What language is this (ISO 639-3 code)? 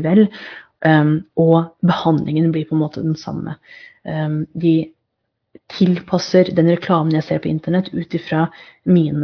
nor